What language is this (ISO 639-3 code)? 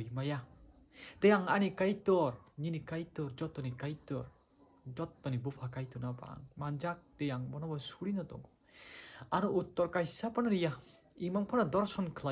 trp